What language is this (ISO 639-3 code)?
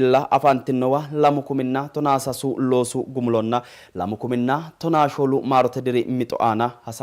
sid